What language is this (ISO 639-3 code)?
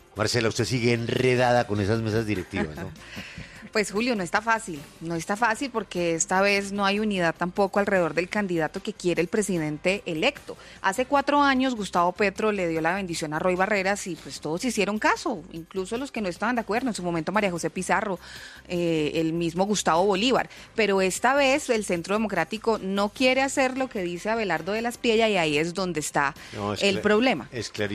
spa